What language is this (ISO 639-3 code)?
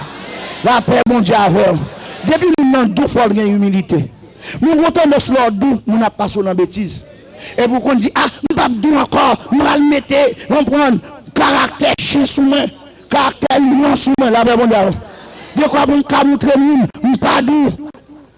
hat